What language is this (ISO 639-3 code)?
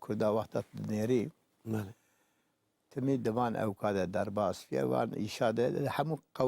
kur